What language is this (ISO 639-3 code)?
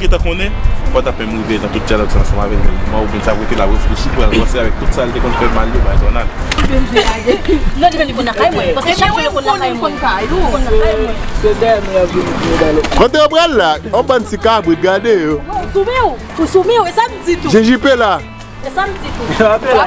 hat